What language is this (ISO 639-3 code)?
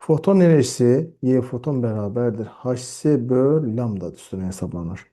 aze